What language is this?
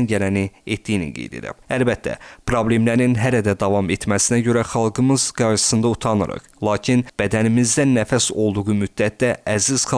Azerbaijani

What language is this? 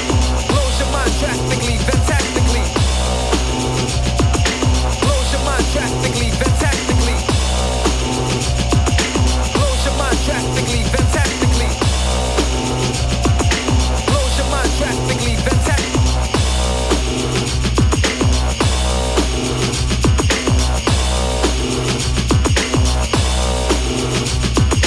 Slovak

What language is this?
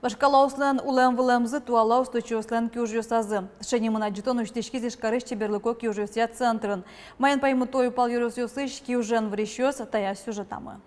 Udmurt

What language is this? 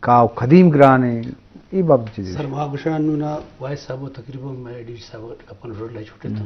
Eastern Balochi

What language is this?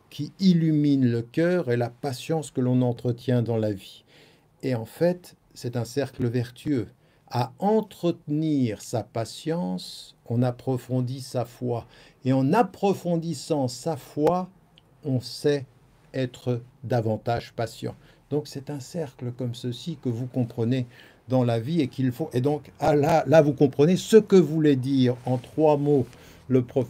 French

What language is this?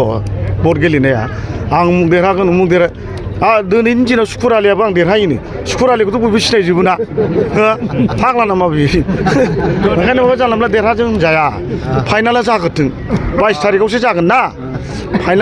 Bodo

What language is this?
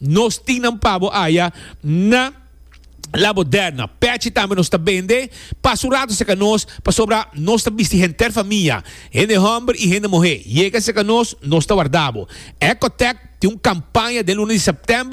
Papiamento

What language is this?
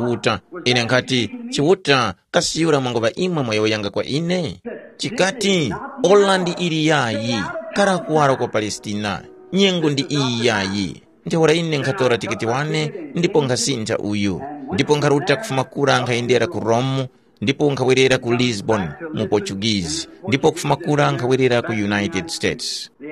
Tumbuka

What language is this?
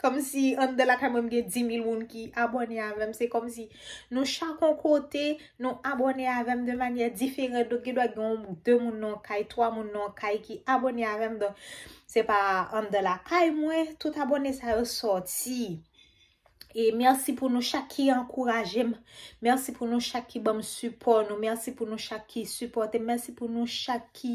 Haitian Creole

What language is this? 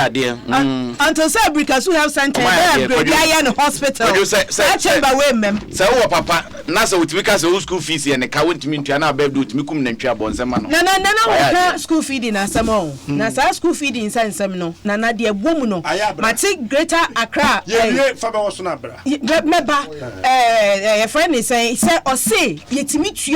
Akan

